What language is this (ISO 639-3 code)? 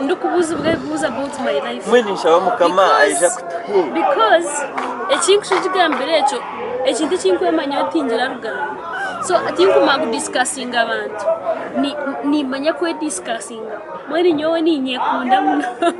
nyn